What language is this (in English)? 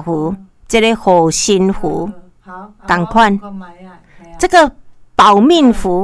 Min Nan Chinese